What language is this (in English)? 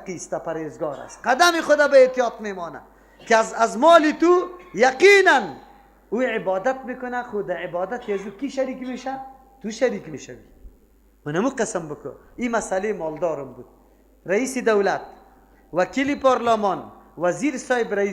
Persian